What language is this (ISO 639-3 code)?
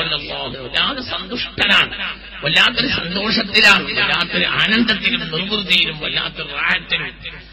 mal